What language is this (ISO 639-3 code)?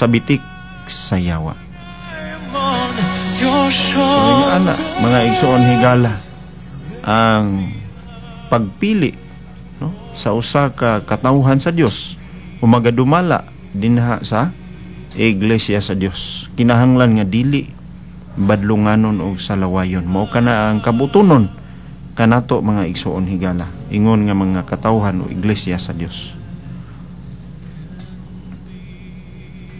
ceb